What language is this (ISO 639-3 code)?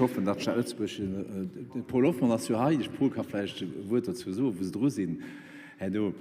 ltz